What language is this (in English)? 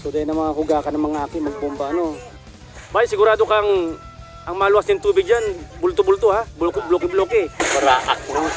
Bikol